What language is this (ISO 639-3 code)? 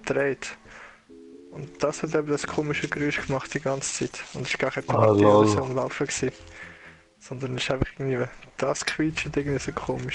gsw